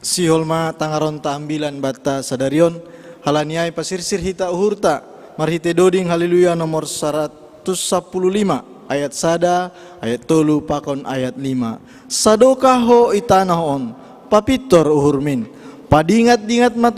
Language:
Batak Simalungun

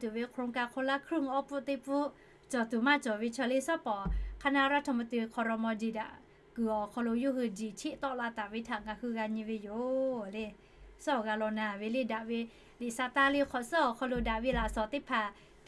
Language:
Lahu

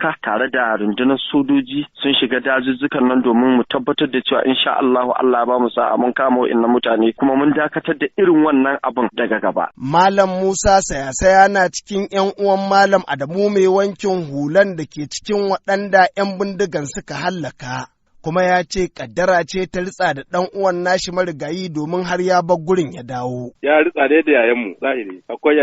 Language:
Hausa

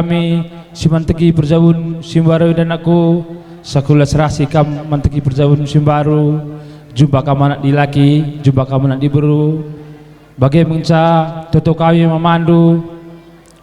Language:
Batak Karo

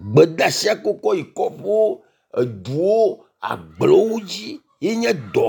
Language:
Ewe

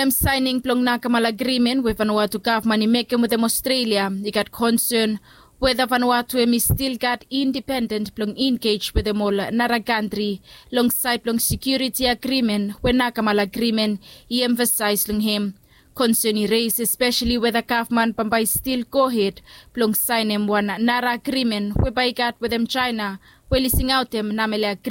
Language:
Bislama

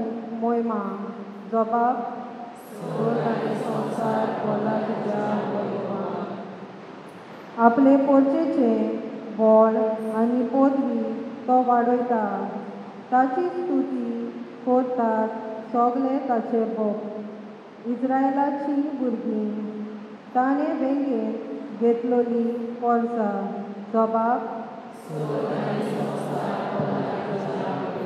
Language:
Konkani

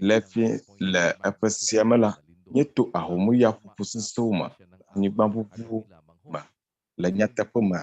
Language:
Ewe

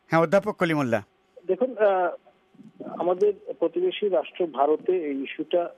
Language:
Bangla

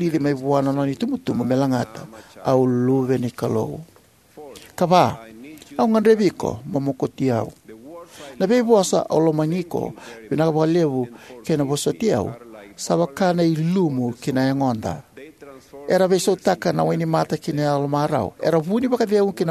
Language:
Fijian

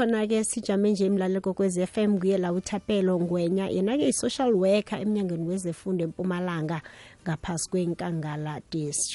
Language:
South Ndebele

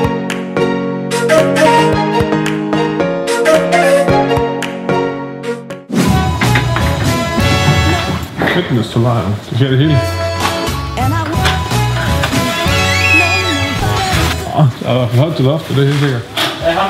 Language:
Danish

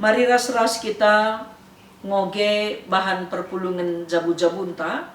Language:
Batak Karo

